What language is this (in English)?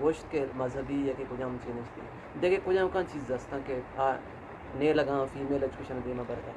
Eastern Balochi